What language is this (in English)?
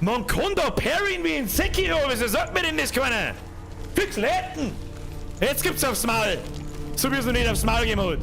Bavarian